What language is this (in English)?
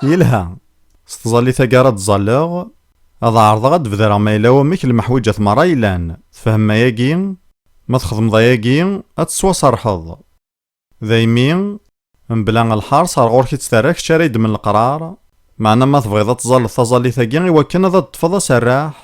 Kabyle